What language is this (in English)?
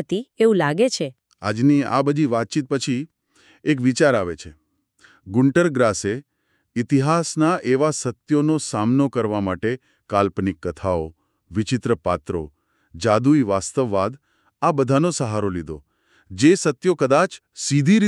Gujarati